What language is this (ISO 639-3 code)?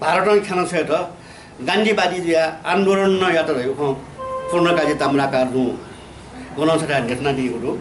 new